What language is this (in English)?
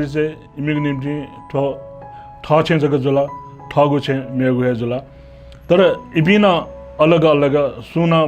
Newari